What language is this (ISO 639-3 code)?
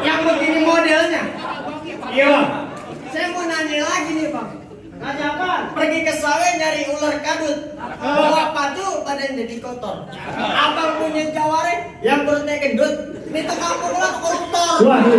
bew